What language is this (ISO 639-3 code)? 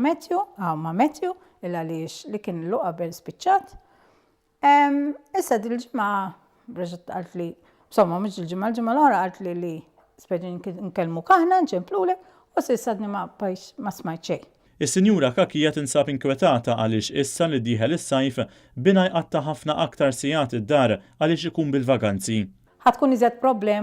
mlt